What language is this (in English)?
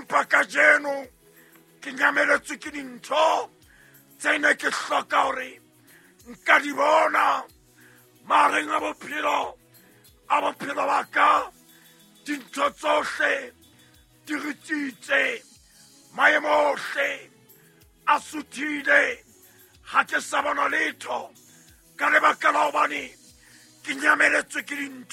Southern Sotho